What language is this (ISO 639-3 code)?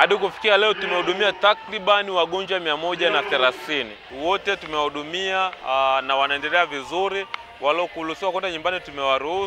swa